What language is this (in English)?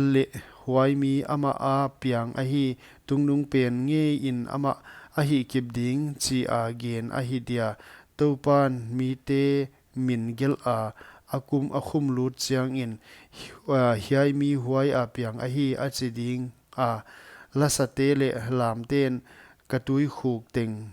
Paite Chin